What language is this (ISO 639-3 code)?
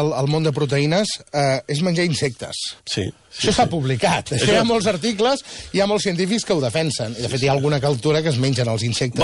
cat